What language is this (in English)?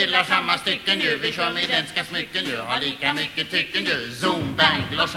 Swedish